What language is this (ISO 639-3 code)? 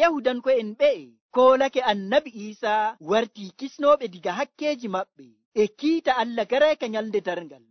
fuv